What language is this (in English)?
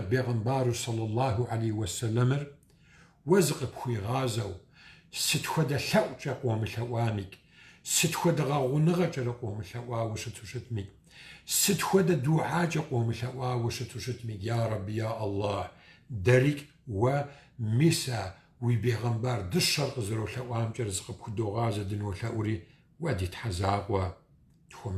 Kabardian